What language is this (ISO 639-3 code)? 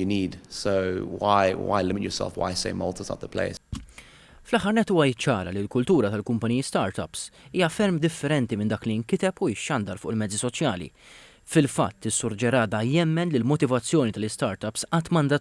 mlt